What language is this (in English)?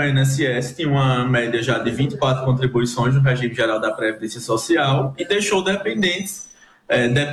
Portuguese